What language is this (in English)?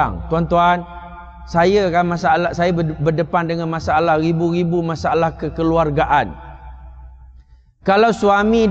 Malay